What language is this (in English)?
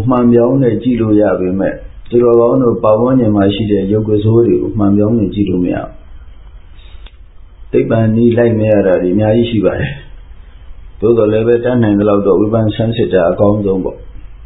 Burmese